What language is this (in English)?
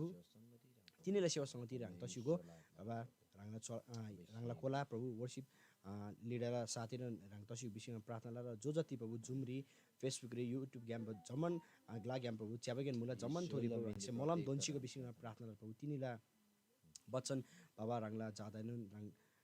Eastern Tamang